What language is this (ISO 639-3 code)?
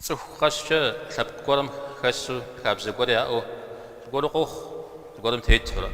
kbd